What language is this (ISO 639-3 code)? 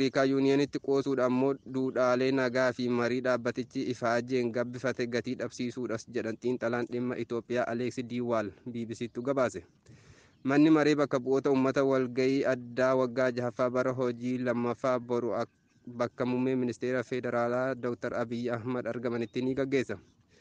orm